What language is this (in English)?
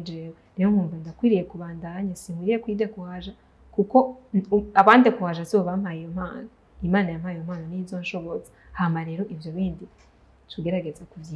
Rundi